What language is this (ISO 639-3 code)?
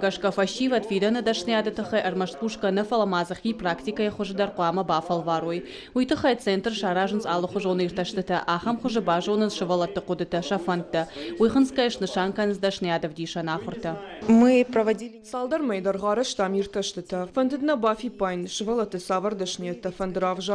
oss